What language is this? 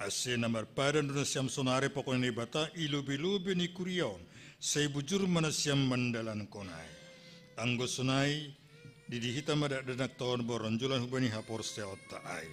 Batak Simalungun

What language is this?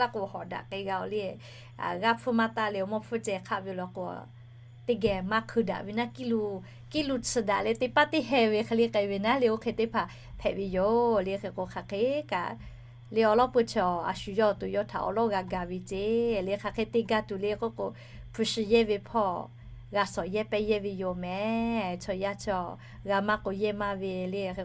Lahu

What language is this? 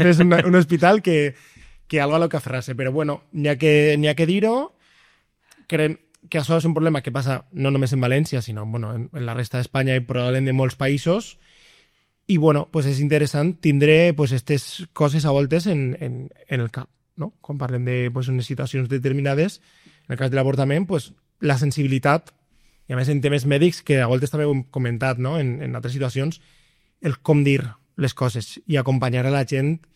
Catalan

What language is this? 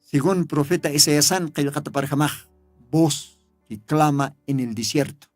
Aymara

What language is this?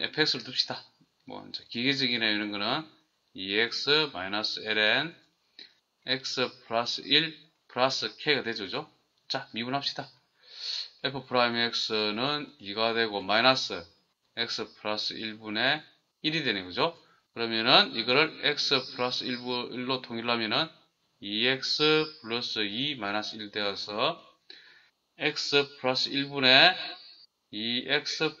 Korean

